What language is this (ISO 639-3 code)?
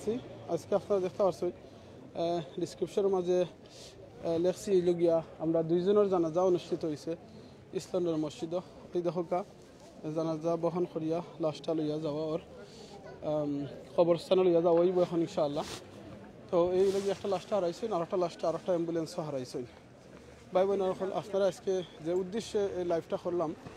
syl